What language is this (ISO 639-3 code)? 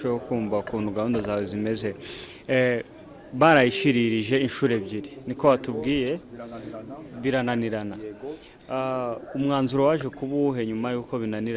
kin